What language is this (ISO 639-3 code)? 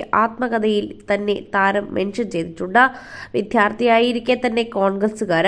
mal